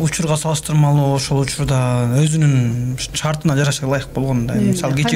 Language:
Kyrgyz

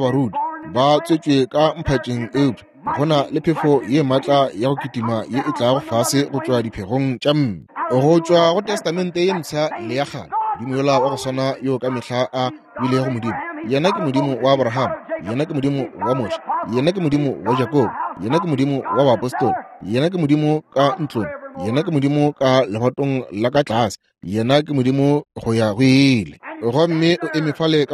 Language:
Northern Sotho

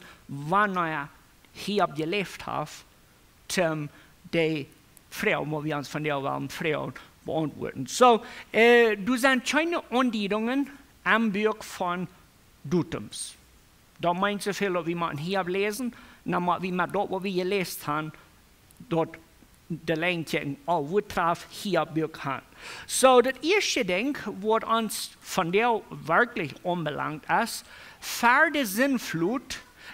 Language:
Plautdietsch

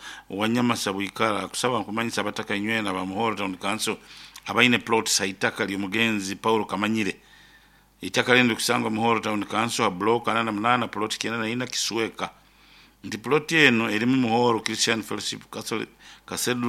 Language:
Nyoro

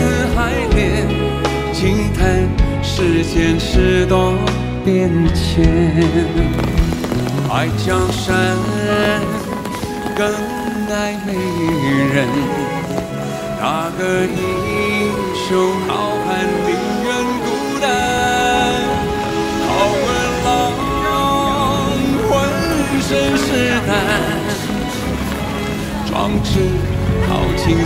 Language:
Chinese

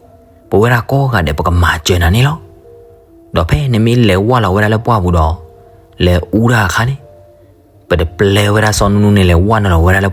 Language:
S'gaw Karen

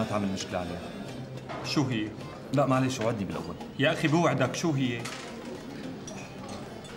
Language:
North Levantine Arabic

